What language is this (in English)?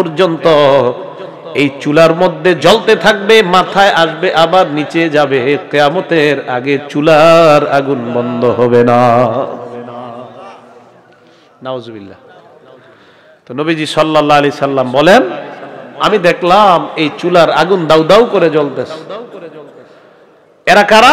Bangla